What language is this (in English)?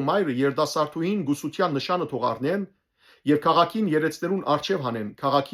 Western Armenian